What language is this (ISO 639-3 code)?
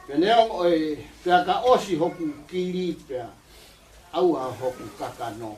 ton